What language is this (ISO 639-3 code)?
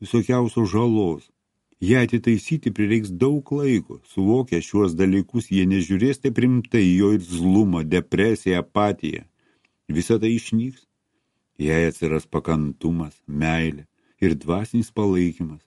lit